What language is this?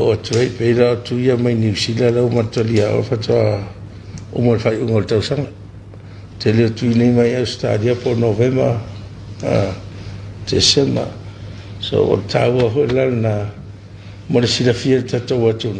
Samoan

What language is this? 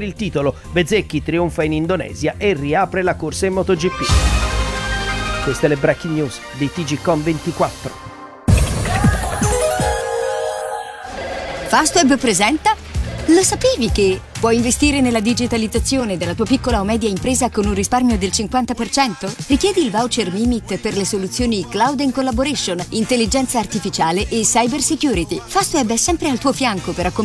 Italian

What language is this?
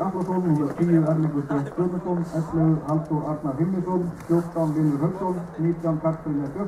Icelandic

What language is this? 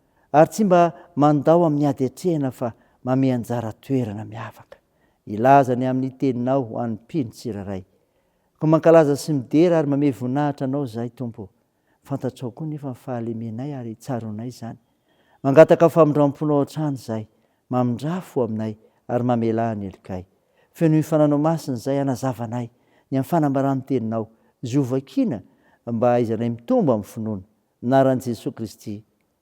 Malagasy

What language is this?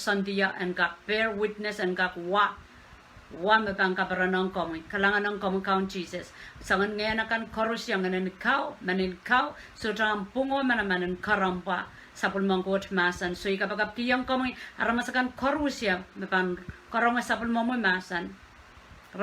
Pohnpeian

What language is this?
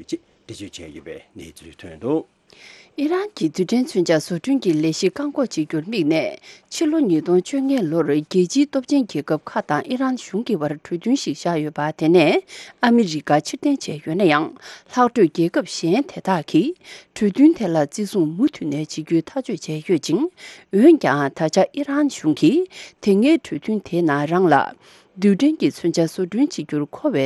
Tibetan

